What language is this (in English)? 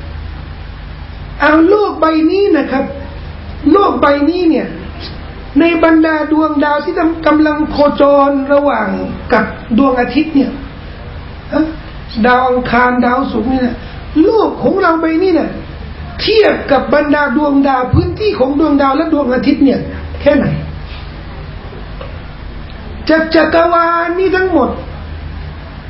Thai